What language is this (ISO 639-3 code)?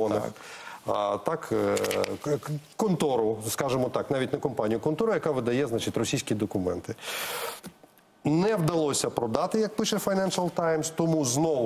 ukr